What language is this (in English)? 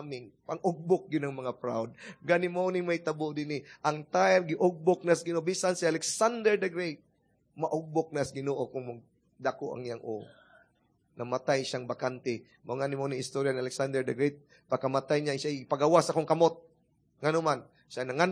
Cebuano